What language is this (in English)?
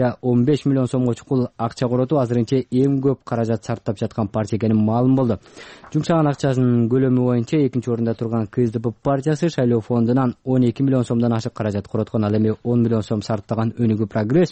Kyrgyz